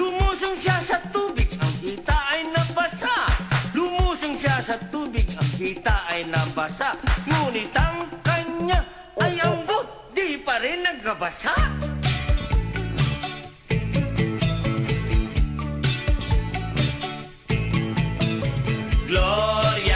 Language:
Filipino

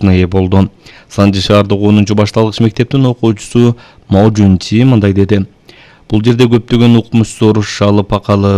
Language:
Kyrgyz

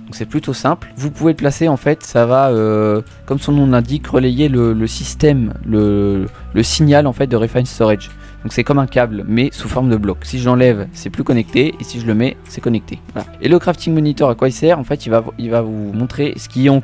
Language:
French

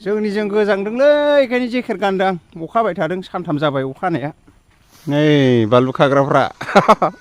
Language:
Bodo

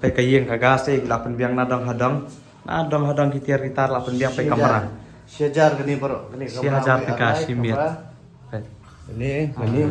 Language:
Khasi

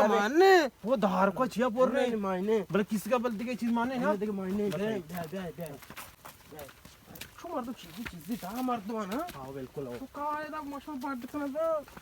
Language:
Baluchi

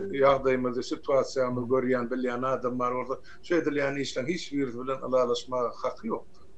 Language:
Turkmen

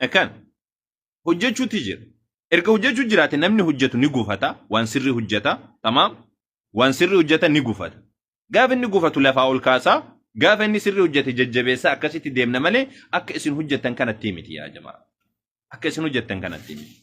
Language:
Oromo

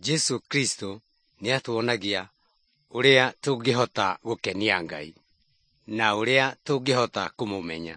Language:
Kikuyu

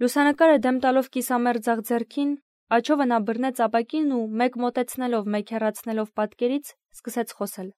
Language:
Armenian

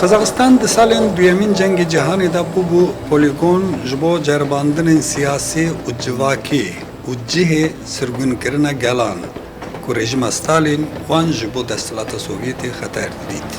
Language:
Kurdish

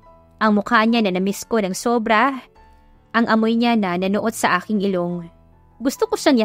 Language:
Filipino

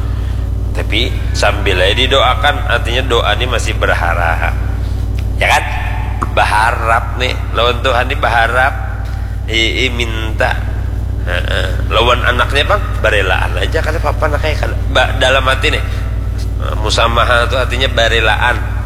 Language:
Banjar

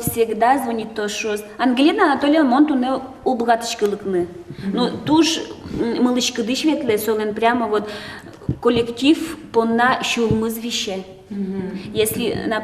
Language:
Udmurt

